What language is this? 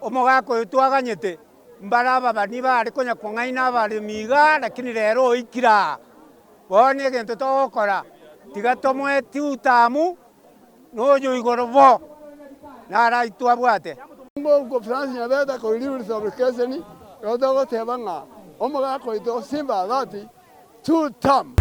Gusii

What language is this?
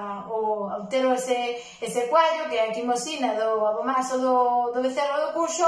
Galician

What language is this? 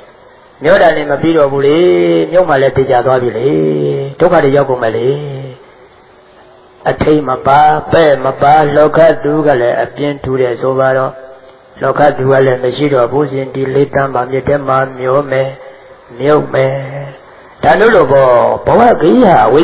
Burmese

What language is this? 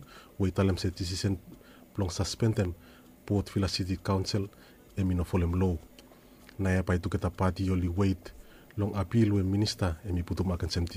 Bislama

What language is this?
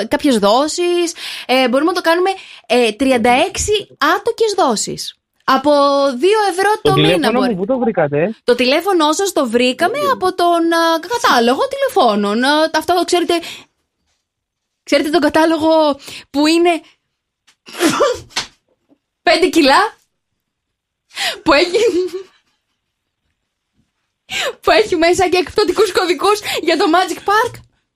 Greek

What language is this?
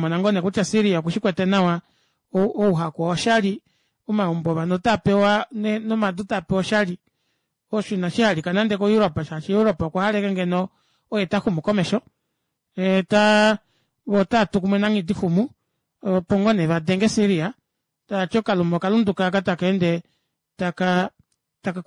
Kuanyama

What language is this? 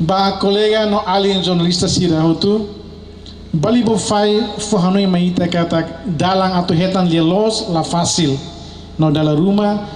Tetum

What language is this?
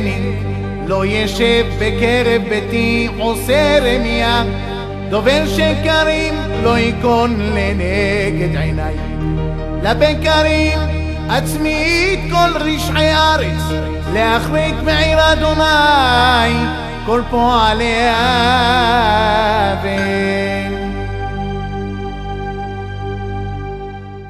Hebrew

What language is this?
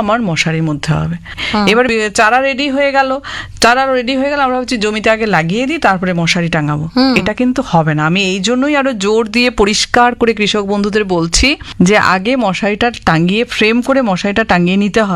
Bangla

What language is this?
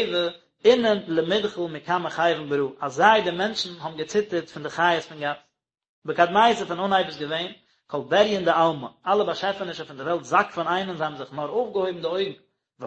Yiddish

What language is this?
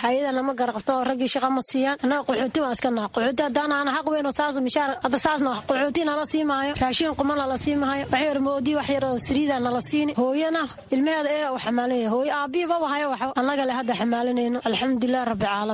Somali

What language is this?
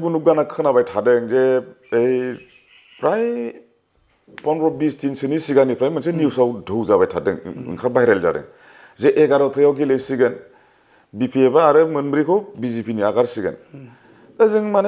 Bodo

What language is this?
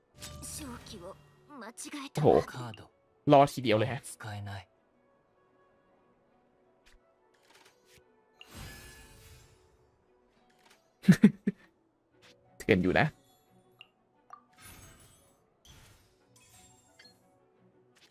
Thai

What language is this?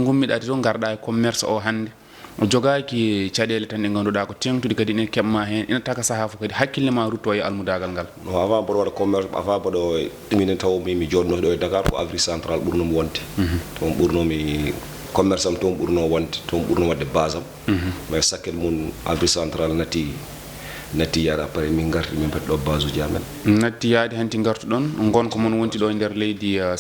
Fula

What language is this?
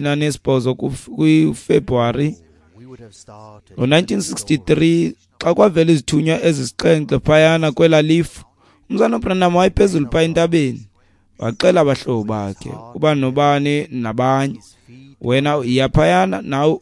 Xhosa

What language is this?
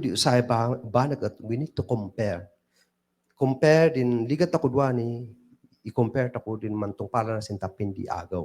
Kankanaey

